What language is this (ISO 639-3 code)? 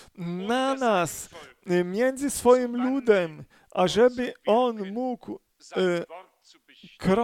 pol